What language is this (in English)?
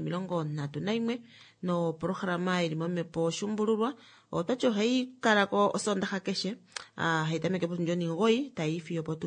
Kuanyama